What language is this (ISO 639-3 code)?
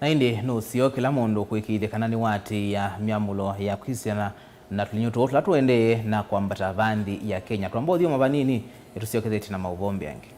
kam